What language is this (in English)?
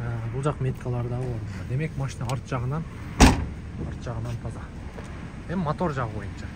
Kyrgyz